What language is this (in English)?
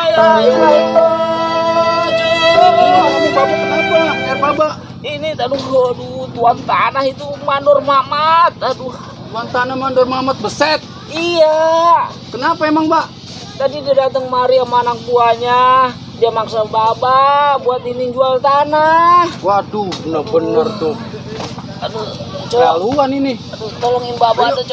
Betawi